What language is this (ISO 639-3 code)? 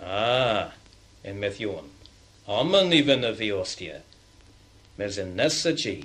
cor